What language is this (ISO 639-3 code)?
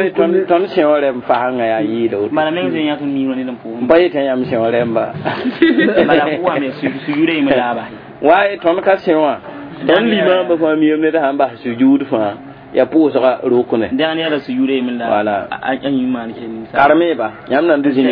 mos